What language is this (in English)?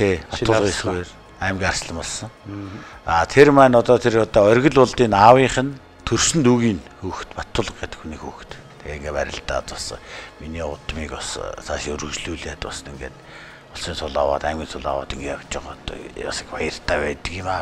Mongolian